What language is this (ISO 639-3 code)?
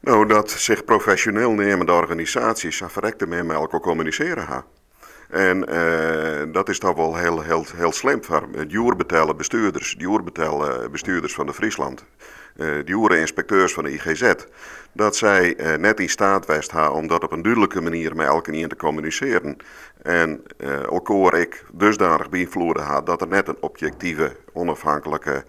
fry